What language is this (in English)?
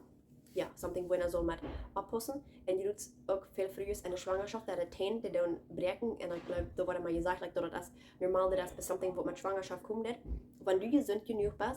Plautdietsch